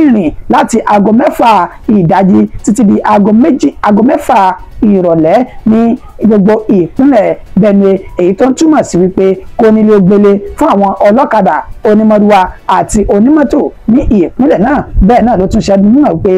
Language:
Yoruba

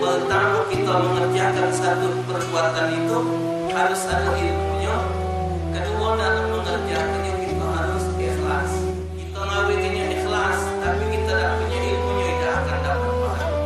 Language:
Musi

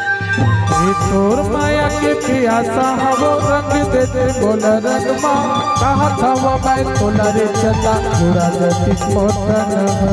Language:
Chhattisgarhi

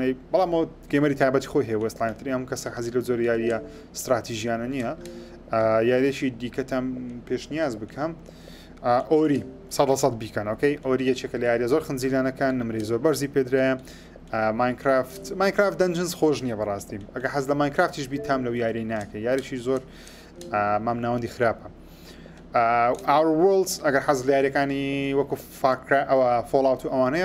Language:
Central Kurdish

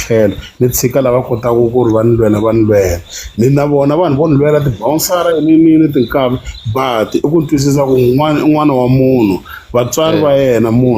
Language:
Tsonga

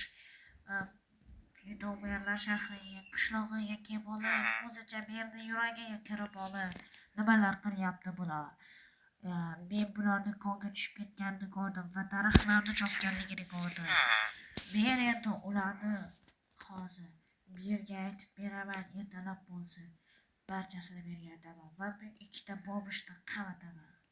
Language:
Uzbek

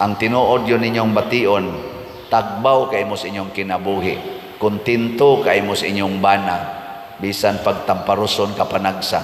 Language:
Cebuano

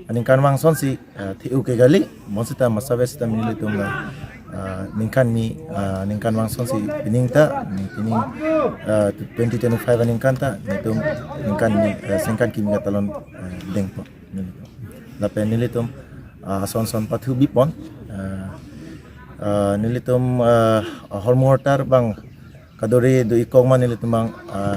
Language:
Karbi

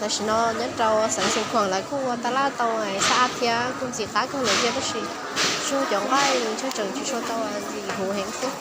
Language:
Hmong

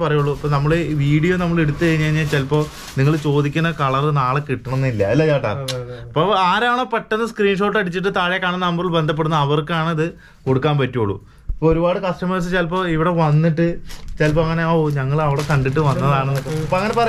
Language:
Malayalam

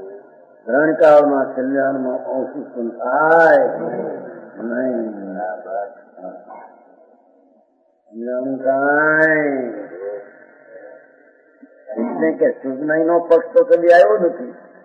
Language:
Gujarati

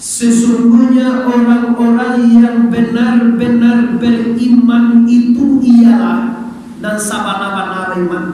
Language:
Minangkabau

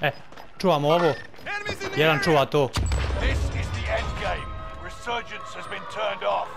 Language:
Bosnian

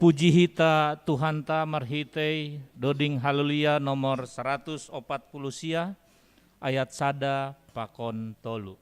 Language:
Batak Simalungun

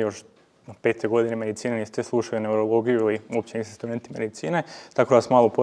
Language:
Croatian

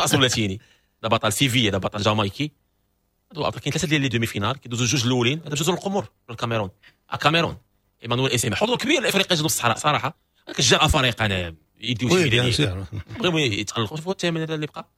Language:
Moroccan Arabic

